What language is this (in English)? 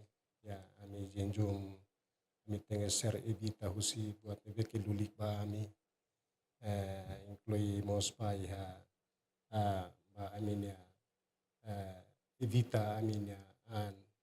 Tetum